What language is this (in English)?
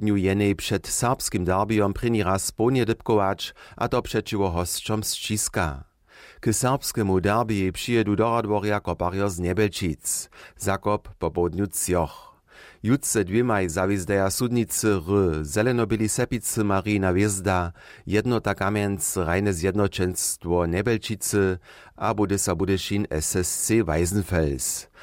Upper Sorbian